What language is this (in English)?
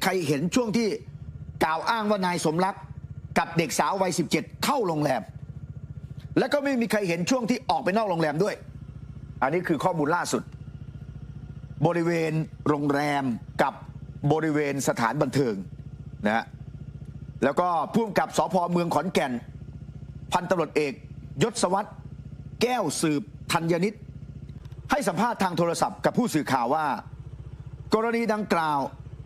Thai